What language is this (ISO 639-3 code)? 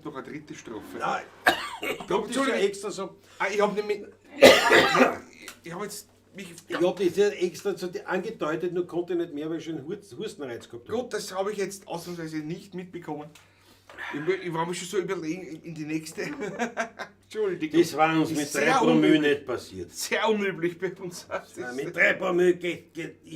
bar